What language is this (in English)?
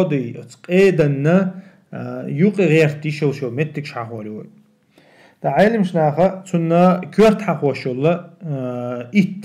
Chechen